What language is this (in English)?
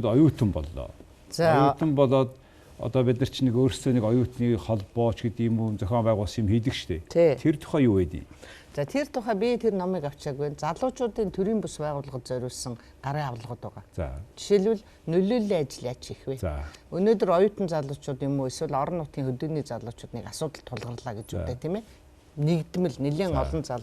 Mongolian